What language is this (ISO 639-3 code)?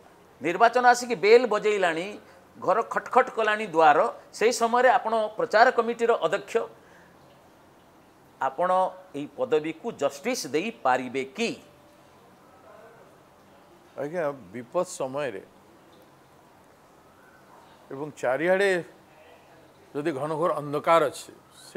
ori